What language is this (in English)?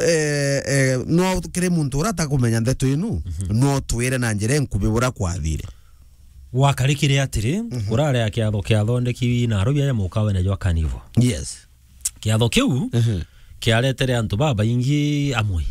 Meru